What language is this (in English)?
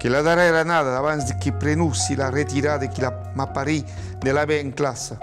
Occitan